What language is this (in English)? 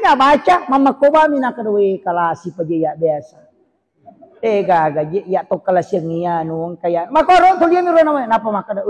Buginese